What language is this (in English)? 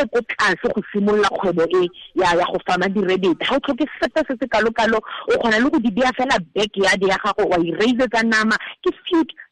Tswana